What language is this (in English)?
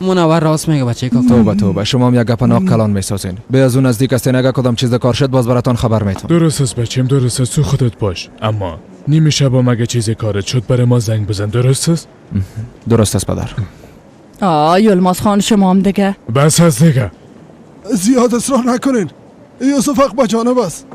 Persian